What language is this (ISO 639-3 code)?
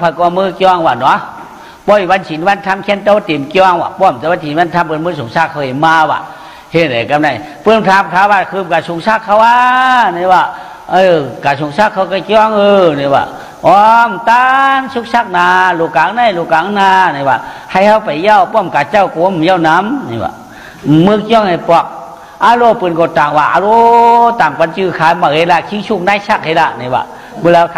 shn